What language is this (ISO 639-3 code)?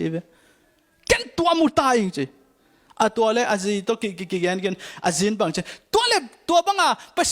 ctd